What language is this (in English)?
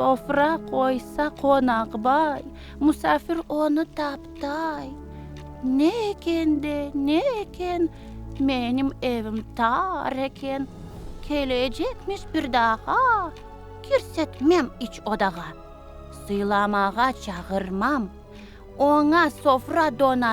Crimean Tatar